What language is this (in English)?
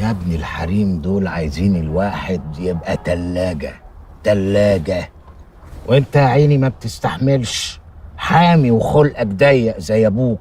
Egyptian Arabic